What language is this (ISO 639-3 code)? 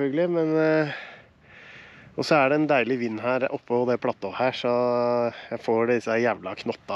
nor